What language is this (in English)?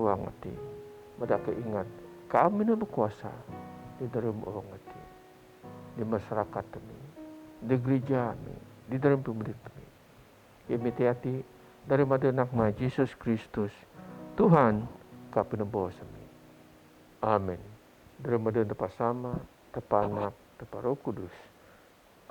Biatah Bidayuh